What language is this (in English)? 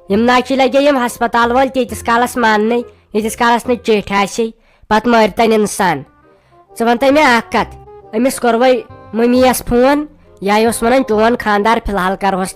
Kashmiri